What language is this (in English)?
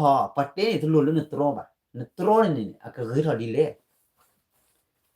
S'gaw Karen